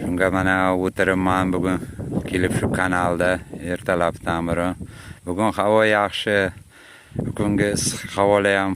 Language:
Uzbek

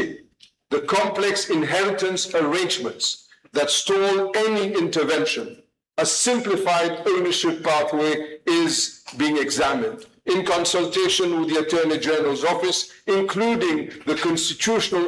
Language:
Morisyen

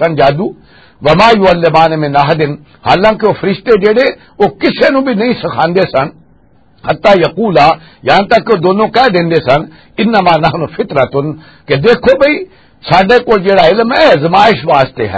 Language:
Western Panjabi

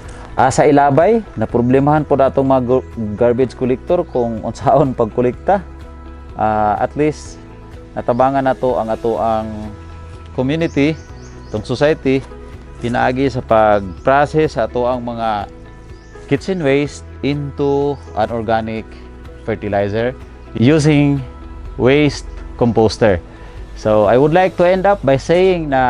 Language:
Cebuano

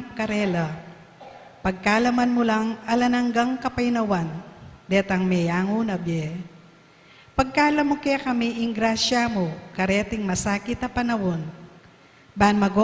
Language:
Pampanga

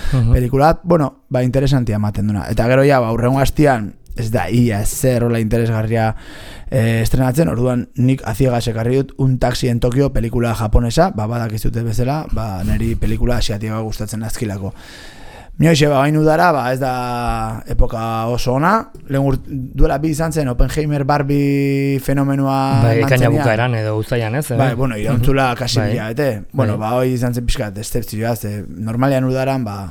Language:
Basque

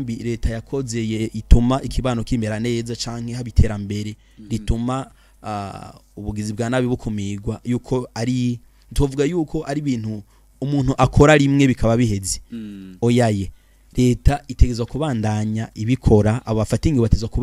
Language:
Rundi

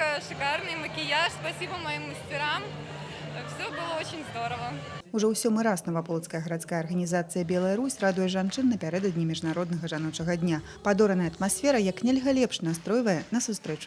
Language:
Belarusian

